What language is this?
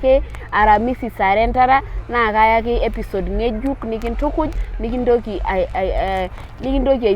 Masai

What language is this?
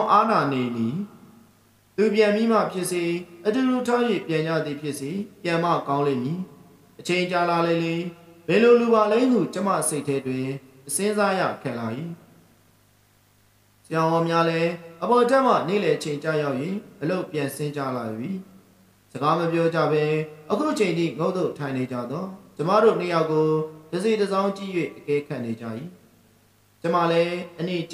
Burmese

